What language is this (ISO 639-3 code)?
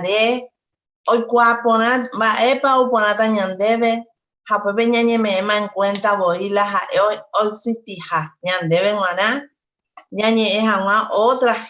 grn